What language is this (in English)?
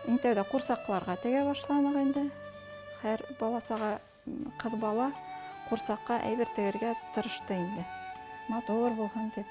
Bashkir